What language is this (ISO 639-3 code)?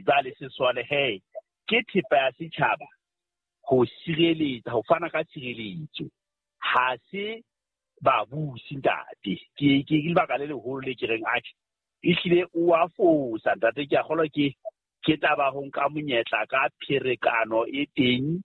sot